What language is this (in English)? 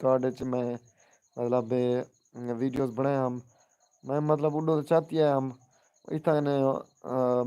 Saraiki